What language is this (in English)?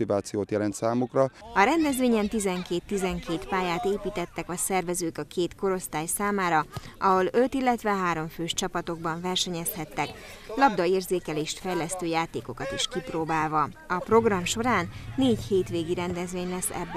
Hungarian